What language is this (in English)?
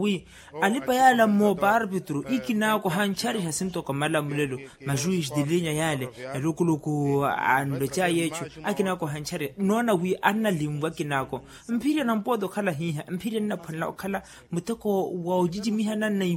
Makhuwa